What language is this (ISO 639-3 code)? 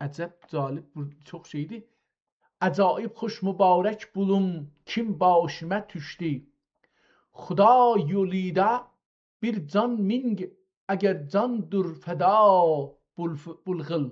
azb